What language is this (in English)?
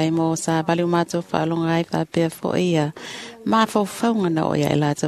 Samoan